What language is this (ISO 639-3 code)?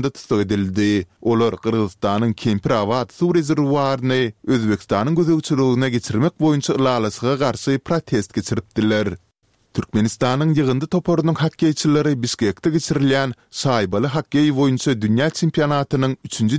tuk